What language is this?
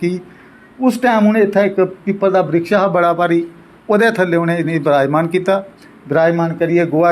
Dogri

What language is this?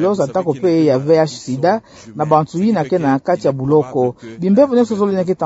Kituba (Democratic Republic of Congo)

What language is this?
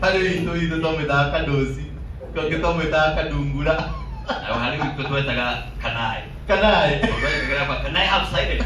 Kikuyu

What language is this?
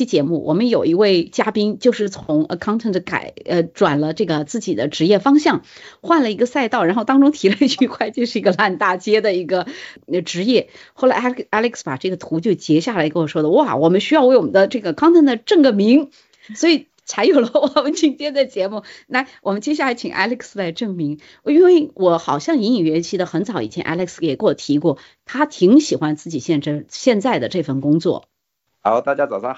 Chinese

